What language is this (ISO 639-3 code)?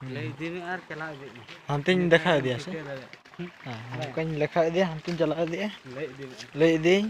sat